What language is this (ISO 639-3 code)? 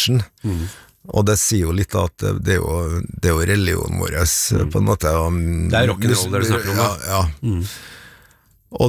nor